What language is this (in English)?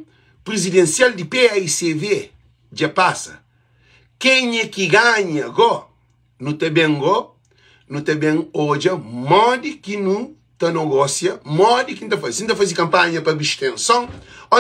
Kabuverdianu